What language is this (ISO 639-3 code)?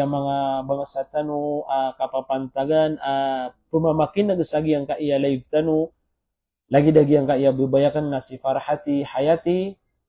mrw